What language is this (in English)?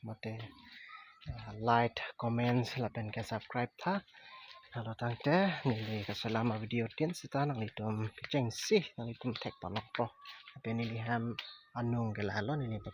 Karbi